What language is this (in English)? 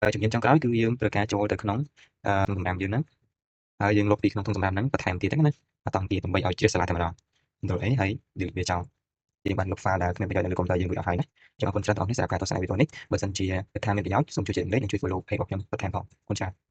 Khmer